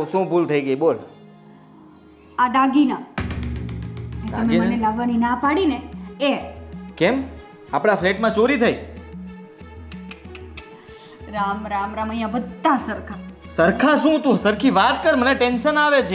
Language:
Gujarati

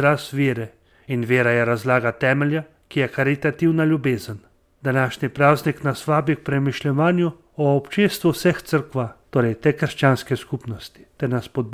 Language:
Slovenian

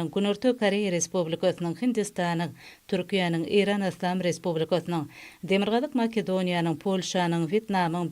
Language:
Turkmen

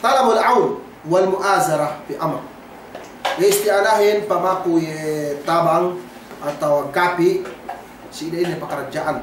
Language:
Yakan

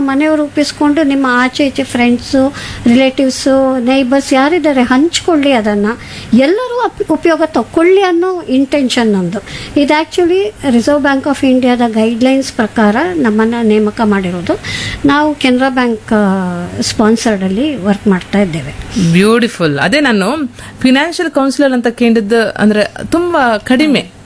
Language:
Kannada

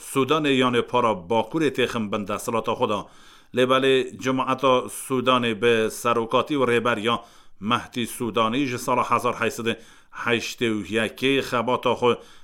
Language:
Kurdish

